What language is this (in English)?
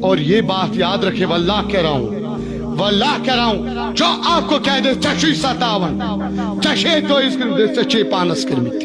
Kashmiri